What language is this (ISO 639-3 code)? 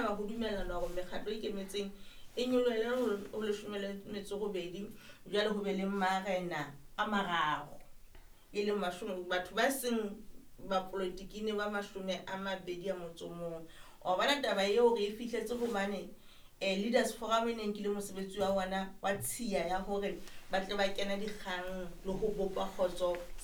sot